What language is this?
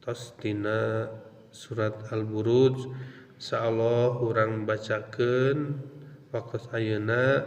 Sundanese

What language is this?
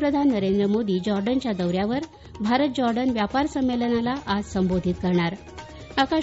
Marathi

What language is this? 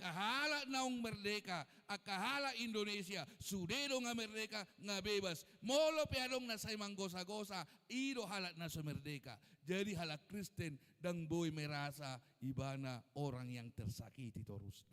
Batak Toba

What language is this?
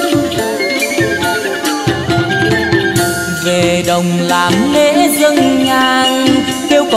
Vietnamese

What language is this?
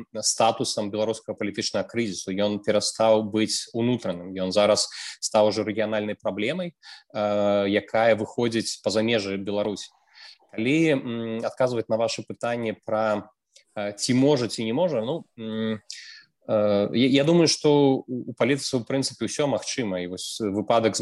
Belarusian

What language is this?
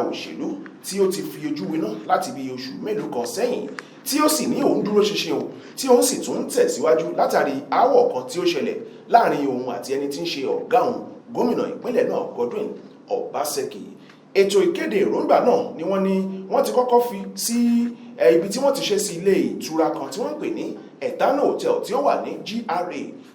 Yoruba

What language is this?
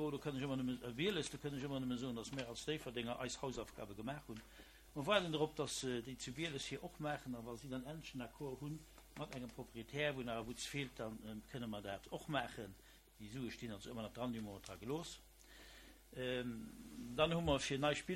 Luxembourgish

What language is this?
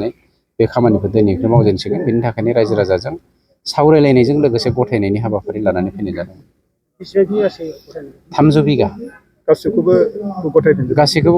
Bodo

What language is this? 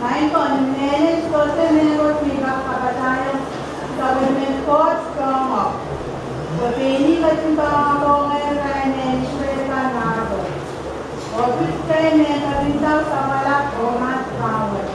Pohnpeian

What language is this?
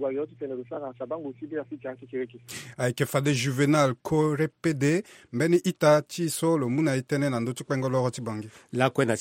Sango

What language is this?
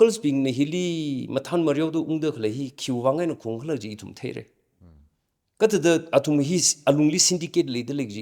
Tangkhul Naga (India)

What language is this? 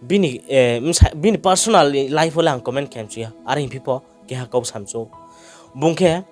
Riang (India)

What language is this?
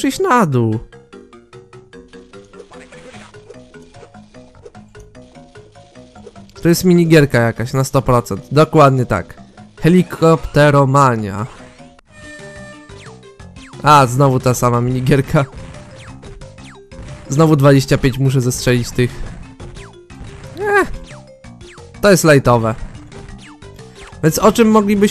Polish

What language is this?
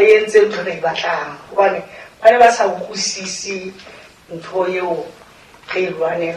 Southern Sotho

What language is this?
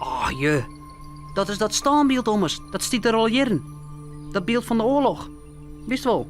Western Frisian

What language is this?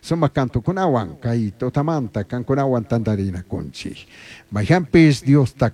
Chimborazo Highland Quichua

